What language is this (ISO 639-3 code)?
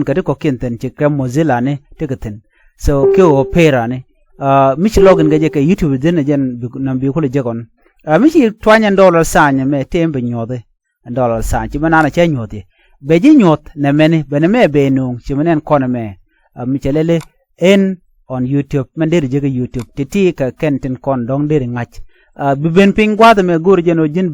nus